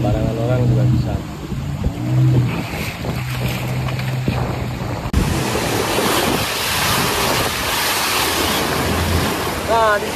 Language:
Indonesian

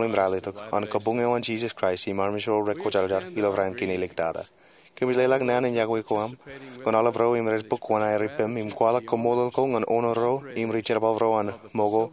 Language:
Marshallese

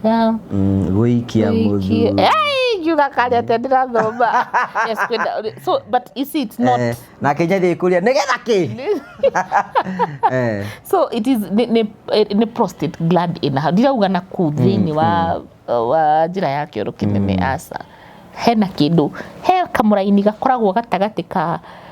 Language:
Kikuyu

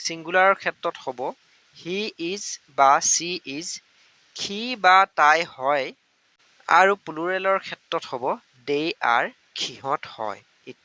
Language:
Assamese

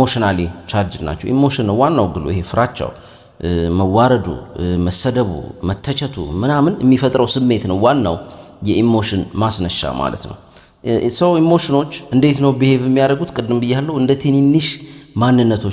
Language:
Amharic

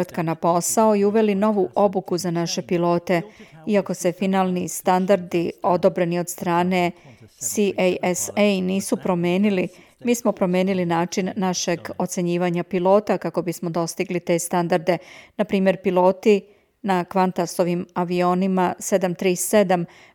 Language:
Serbian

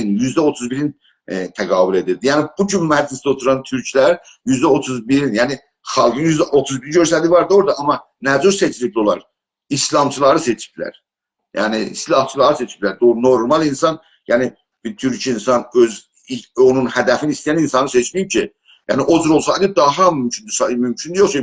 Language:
South Azerbaijani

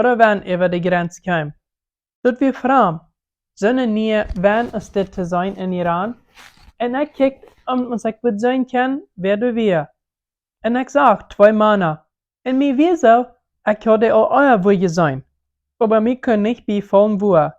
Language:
Plautdietsch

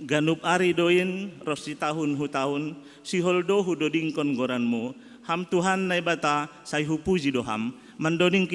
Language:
Batak Simalungun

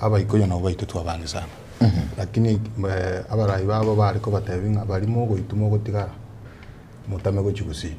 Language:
Gusii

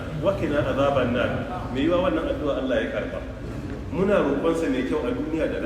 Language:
Hausa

